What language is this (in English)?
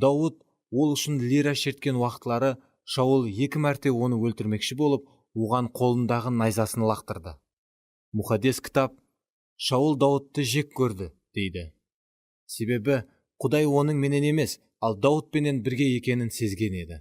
Kara-Kalpak